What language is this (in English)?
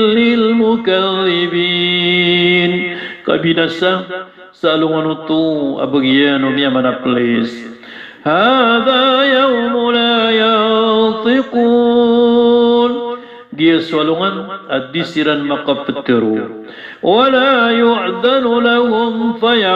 Maranao